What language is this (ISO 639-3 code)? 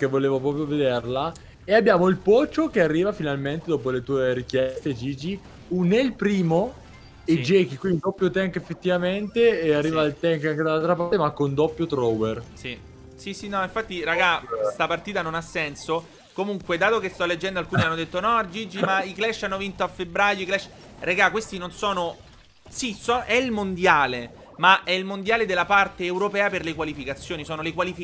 ita